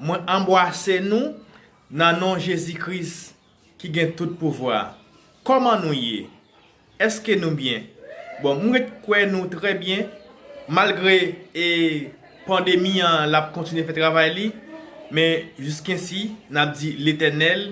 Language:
Haitian Creole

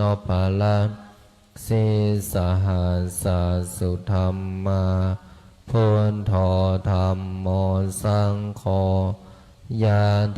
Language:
Pali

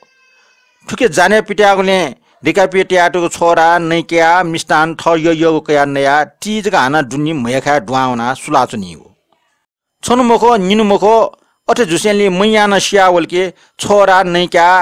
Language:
Newari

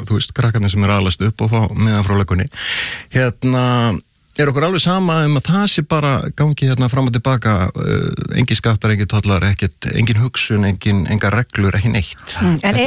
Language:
Icelandic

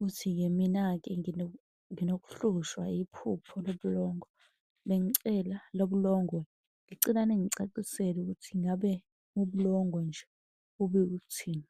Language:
Zulu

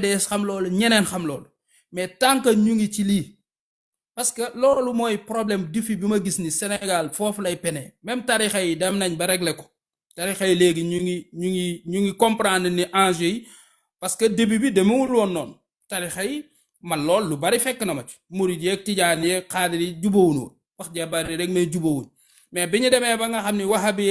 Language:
Wolof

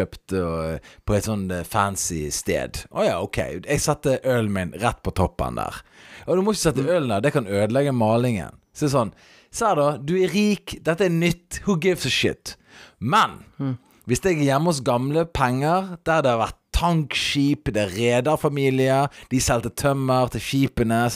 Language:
Norwegian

